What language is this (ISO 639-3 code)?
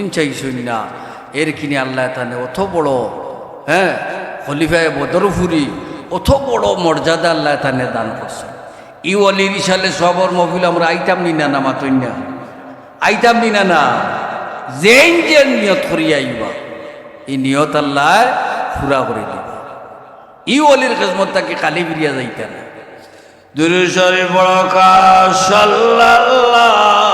syl